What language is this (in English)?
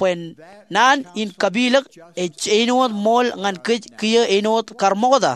Marshallese